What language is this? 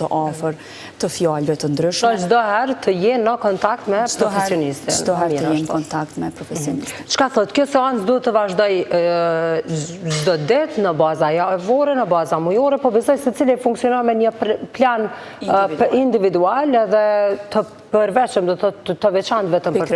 Albanian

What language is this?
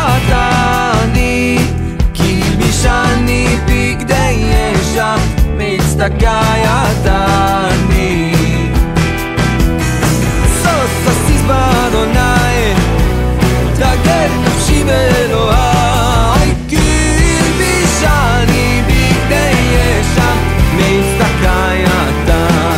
Hebrew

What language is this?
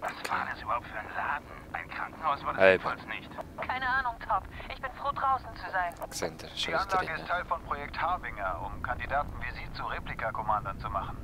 Swiss German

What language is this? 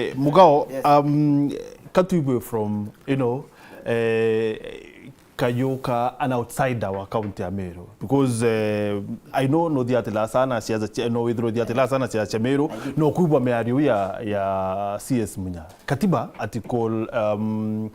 Meru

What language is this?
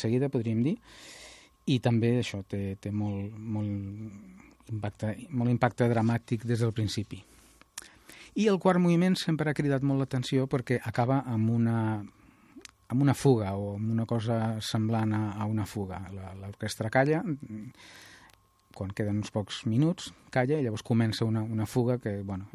Catalan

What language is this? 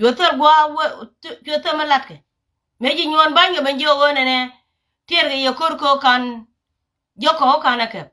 Nuer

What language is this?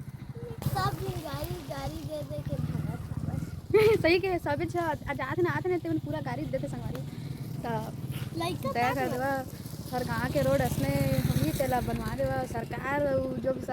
Chhattisgarhi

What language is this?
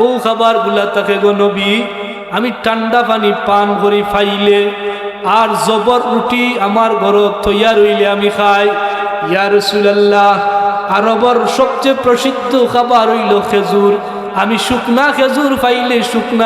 Sylheti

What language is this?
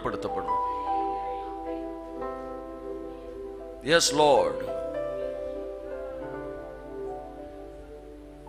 Tamil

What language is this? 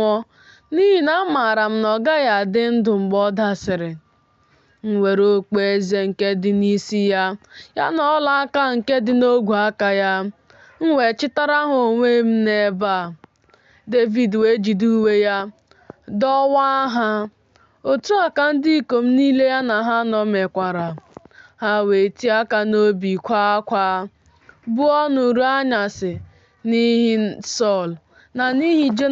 Igbo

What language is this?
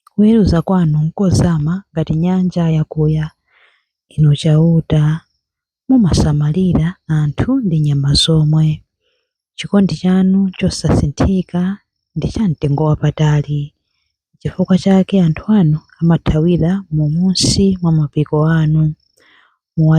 Nyanja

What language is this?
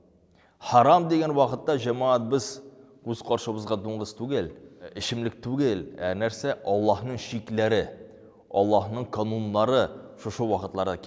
Tatar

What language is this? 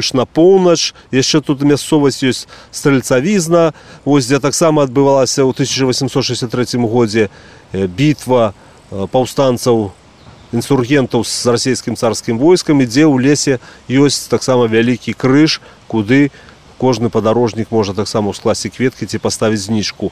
Belarusian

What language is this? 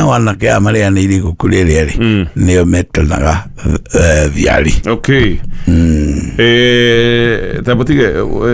Kikuyu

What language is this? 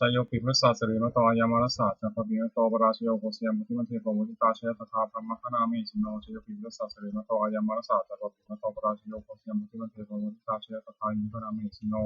Pali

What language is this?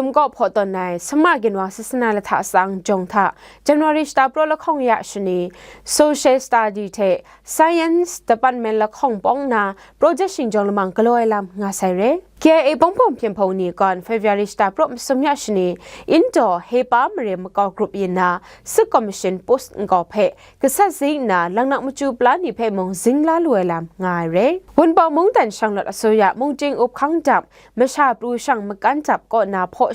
Kachin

